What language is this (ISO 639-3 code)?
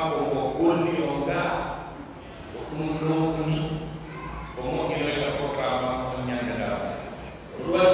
fuf